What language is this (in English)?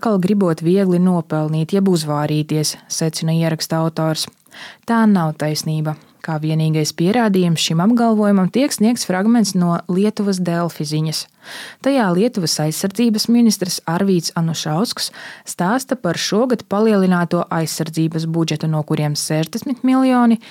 Latvian